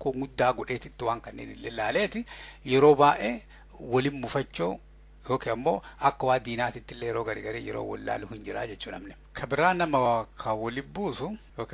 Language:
Oromo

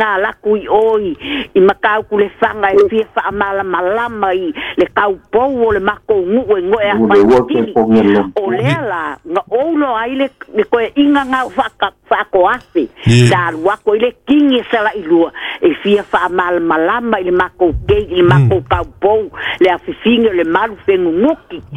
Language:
Samoan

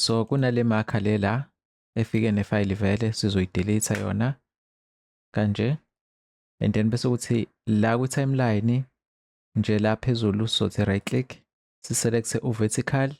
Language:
Zulu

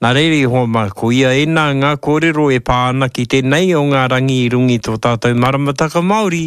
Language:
Māori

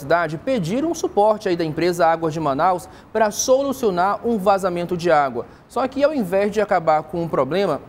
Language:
Portuguese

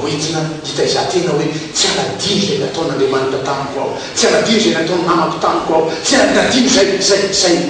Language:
Malagasy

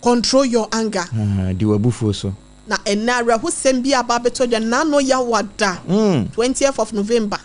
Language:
Akan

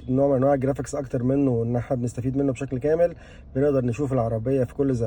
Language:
Egyptian Arabic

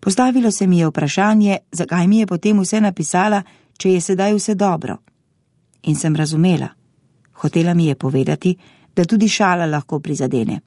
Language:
Slovenian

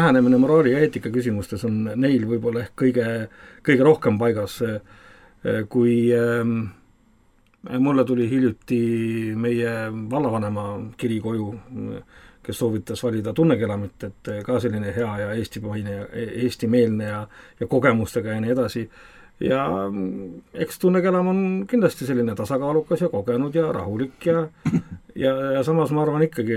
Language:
Estonian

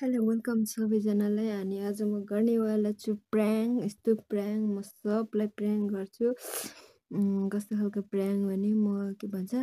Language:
Nepali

